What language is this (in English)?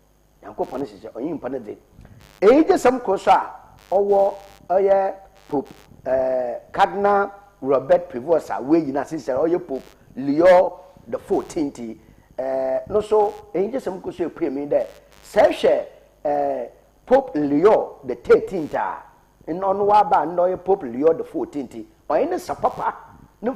Akan